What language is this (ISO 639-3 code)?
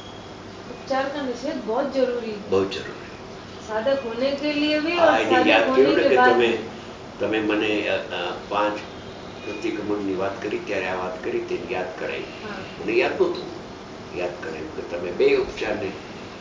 guj